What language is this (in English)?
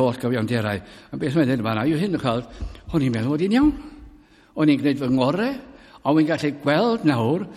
Welsh